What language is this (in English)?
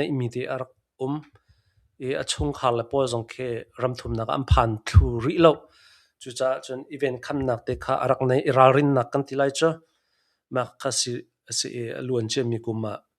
Hakha Chin